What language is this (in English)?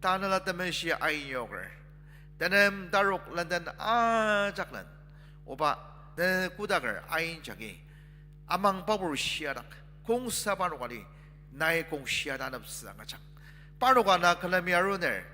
Ao Naga